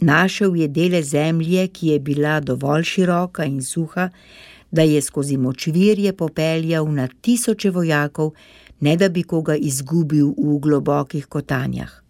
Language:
Slovenian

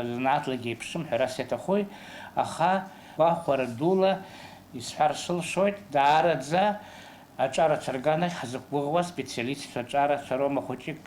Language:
Abkhazian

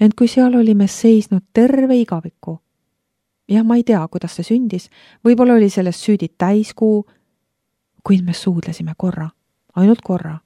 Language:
Estonian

